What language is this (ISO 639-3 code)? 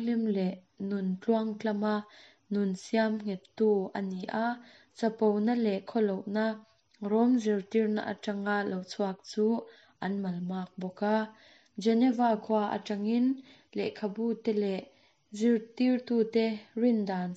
lus